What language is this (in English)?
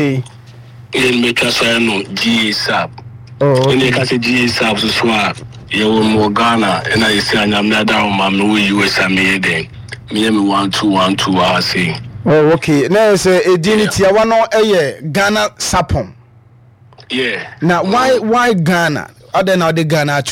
Akan